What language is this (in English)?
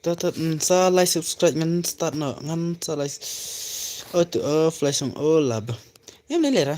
Khasi